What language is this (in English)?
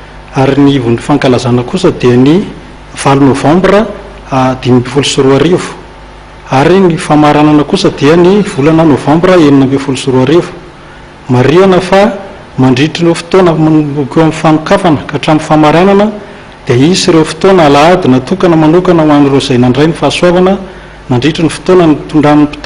Malagasy